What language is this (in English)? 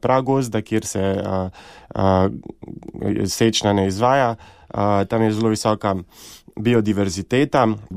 Slovenian